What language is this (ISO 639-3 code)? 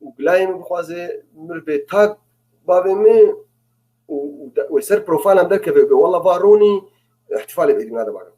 apc